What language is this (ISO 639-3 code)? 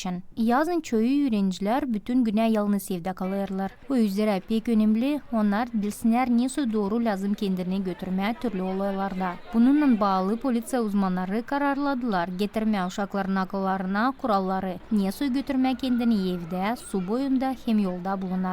gag